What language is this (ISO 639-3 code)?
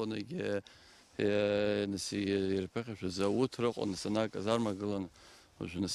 abk